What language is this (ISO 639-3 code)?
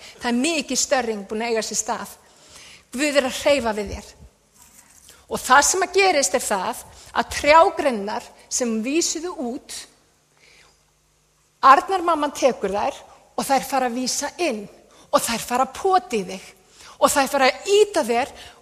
isl